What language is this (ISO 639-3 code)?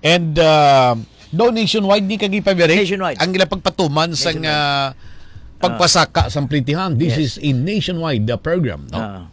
hil